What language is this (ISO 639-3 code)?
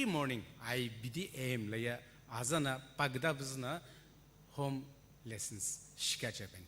nsm